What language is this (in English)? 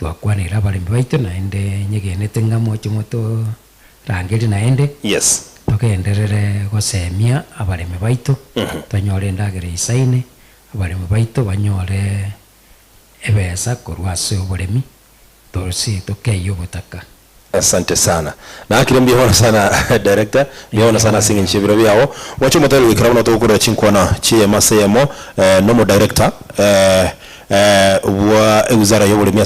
Gusii